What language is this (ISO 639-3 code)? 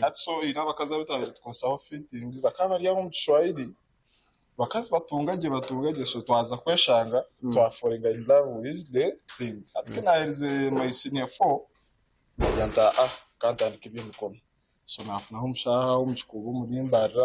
nyn